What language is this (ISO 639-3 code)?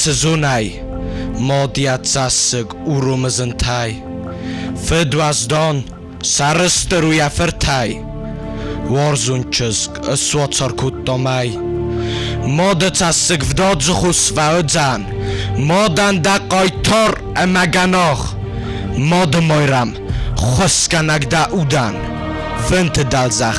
oss